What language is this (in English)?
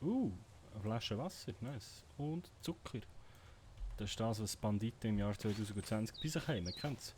Swiss German